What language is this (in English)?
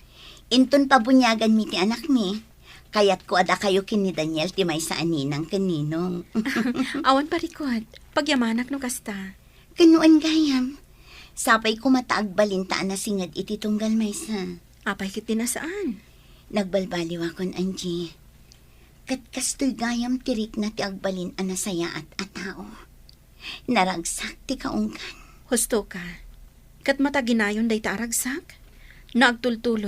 Iloko